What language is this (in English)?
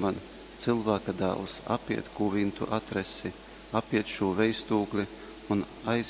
Latgalian